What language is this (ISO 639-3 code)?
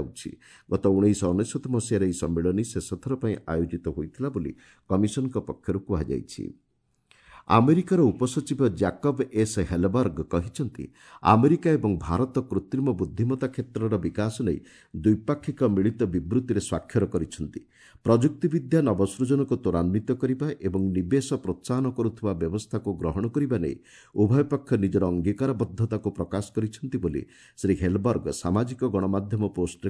ori